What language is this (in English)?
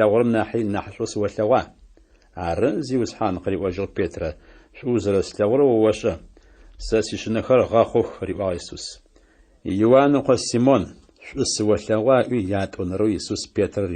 Adyghe